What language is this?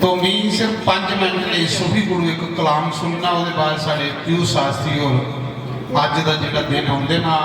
Dogri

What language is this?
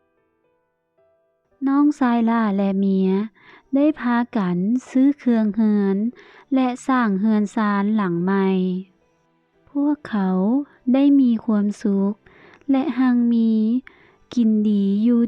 Lao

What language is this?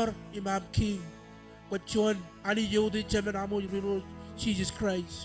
Marshallese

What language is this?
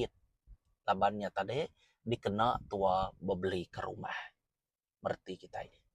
Iban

